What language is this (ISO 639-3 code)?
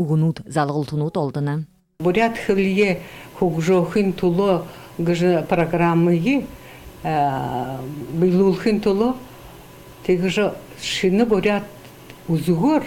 bua